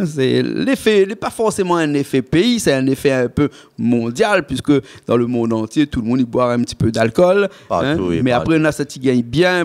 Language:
Réunion Creole French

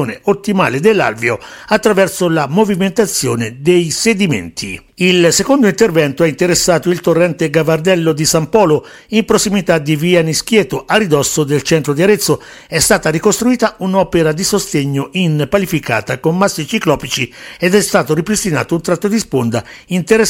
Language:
Italian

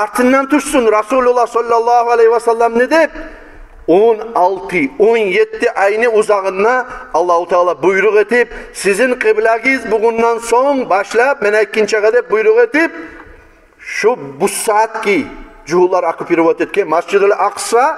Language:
Kumyk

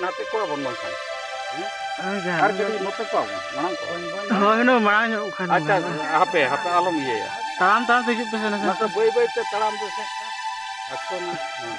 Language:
Santali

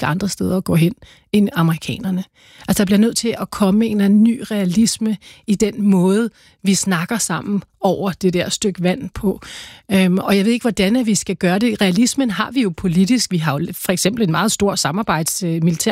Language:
Danish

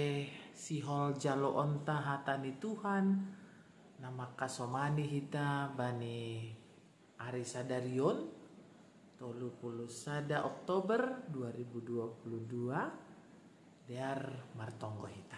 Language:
Batak Simalungun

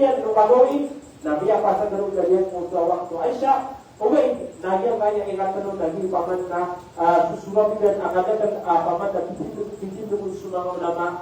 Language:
Maranao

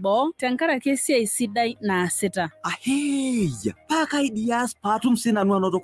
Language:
Masai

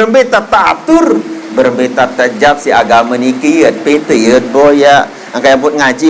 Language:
Sasak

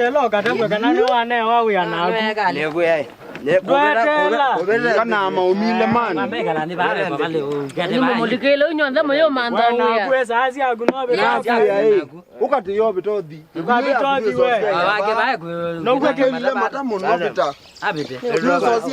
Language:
Kamba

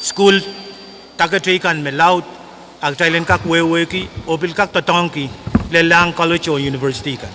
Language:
Pohnpeian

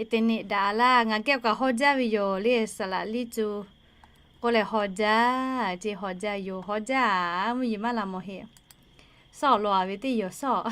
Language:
Lahu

